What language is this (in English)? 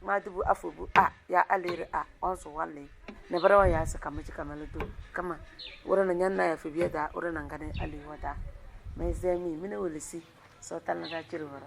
Tem